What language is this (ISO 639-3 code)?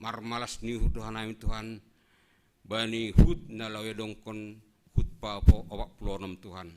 bts